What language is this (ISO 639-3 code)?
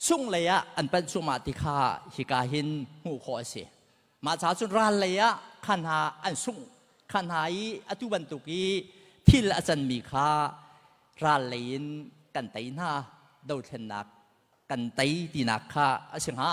cnh